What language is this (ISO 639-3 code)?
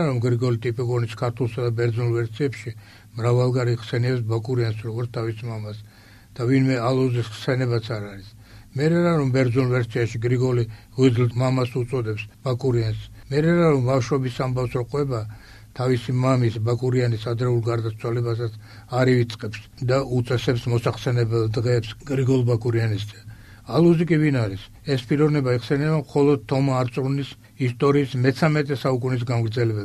kat